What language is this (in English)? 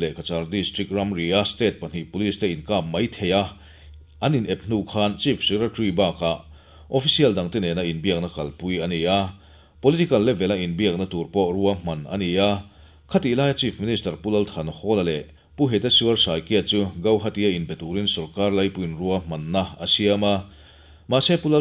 Mizo